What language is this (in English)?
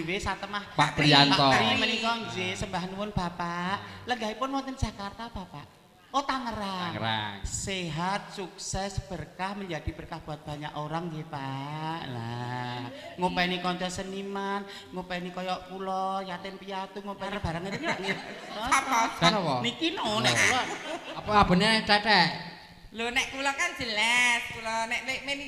Javanese